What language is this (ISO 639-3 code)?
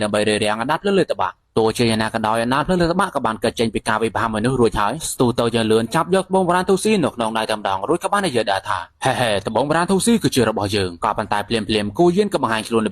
khm